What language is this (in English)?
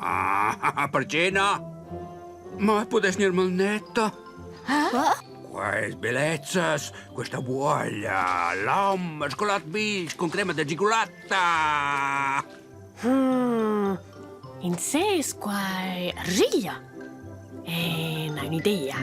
Romansh